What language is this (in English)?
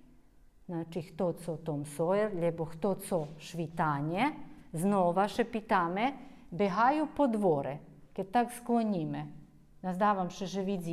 Rusyn